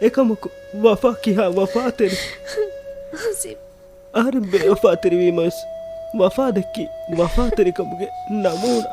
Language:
Divehi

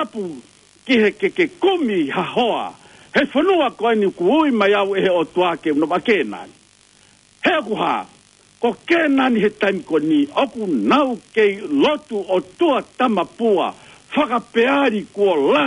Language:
Tongan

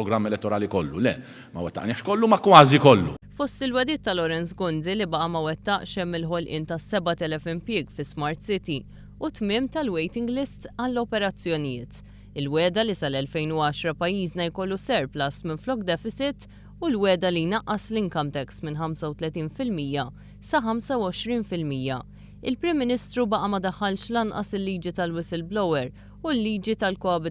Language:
Maltese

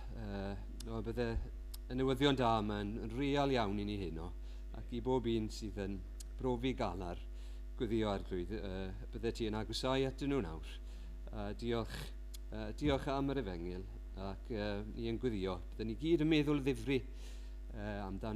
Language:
Welsh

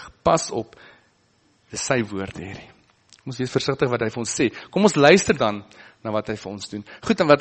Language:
Afrikaans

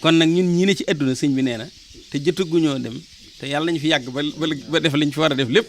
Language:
Wolof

